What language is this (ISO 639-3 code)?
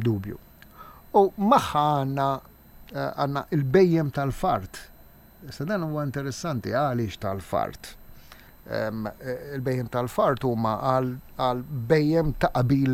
mlt